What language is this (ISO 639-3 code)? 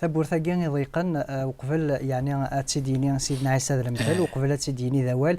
kab